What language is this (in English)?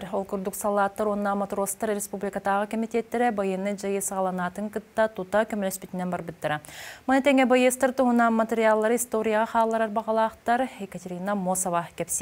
Yakut